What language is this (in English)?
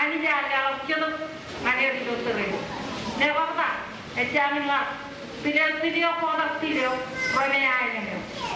Marshallese